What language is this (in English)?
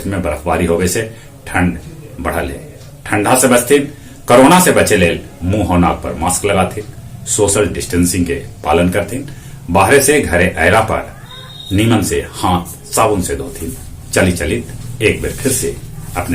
Magahi